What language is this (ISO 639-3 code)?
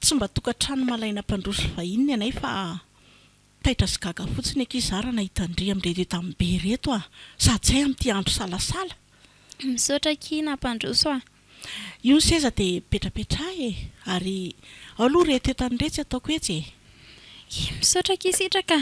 mlg